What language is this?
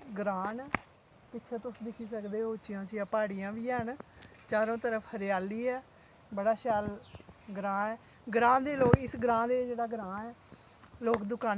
Dogri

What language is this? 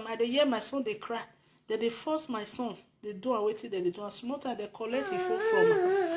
Nigerian Pidgin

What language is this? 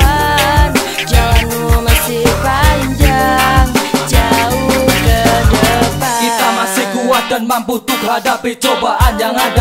Indonesian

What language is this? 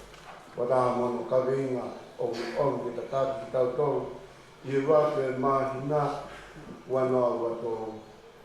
Tongan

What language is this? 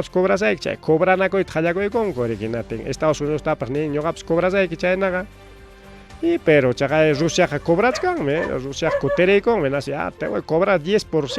Ayacucho Quechua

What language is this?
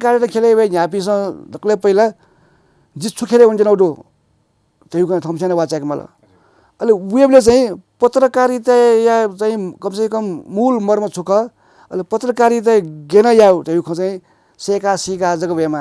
Newari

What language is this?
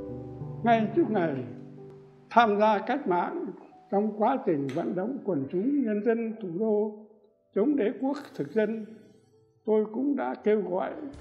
Vietnamese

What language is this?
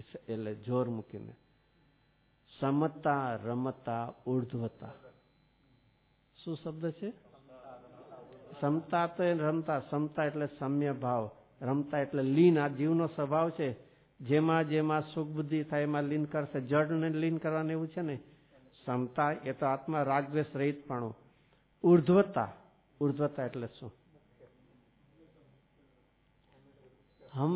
Gujarati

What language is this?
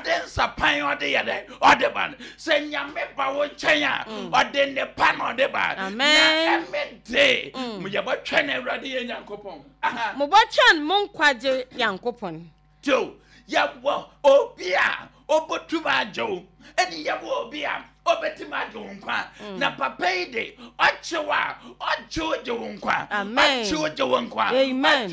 Akan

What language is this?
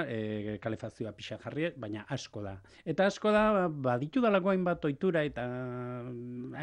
Basque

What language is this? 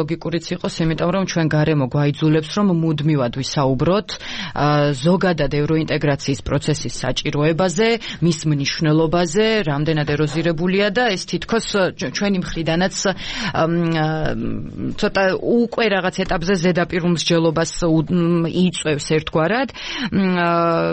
Georgian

